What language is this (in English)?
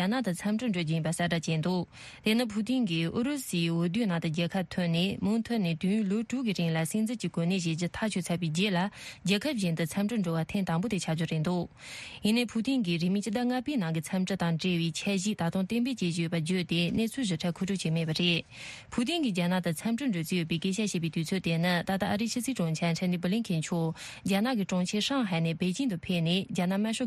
Tibetan